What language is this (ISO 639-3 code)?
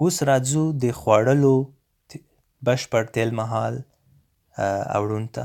pus